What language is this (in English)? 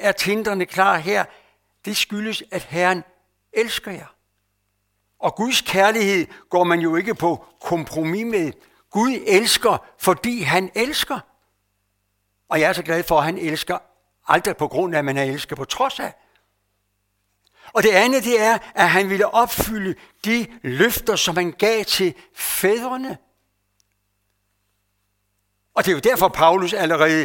Danish